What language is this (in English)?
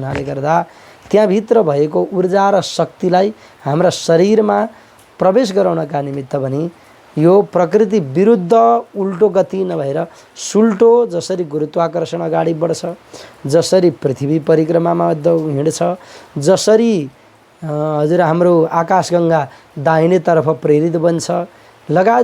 Nepali